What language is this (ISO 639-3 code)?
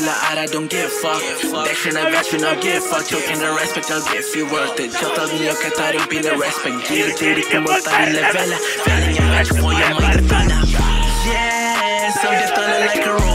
mal